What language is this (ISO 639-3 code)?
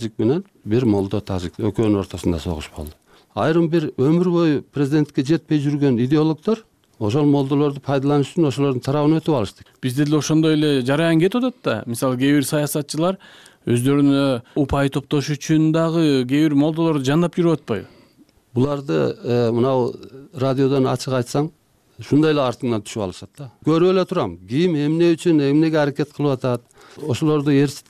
kir